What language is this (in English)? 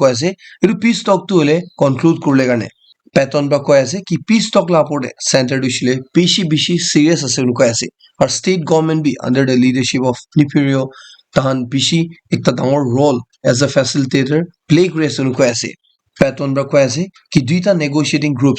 Naga Pidgin